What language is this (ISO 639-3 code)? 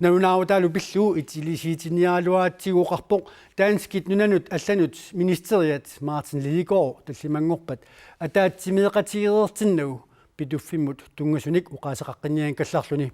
kal